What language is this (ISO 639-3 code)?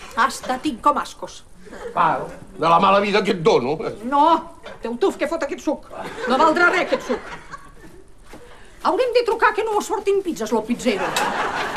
cat